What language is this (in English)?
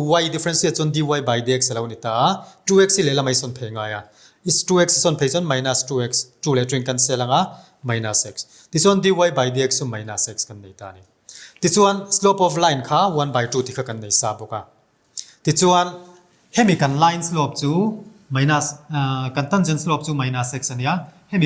Mizo